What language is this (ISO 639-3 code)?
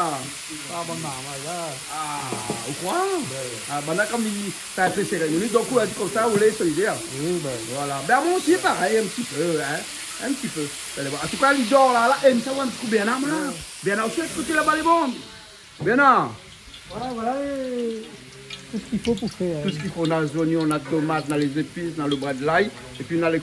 rcf